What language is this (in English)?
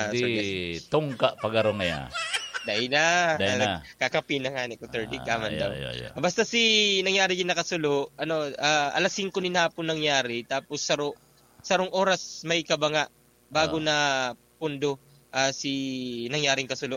Bikol